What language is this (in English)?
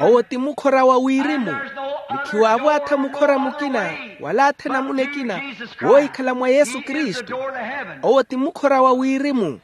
Makhuwa